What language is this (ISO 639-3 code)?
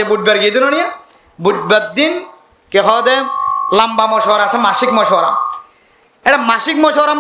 rhg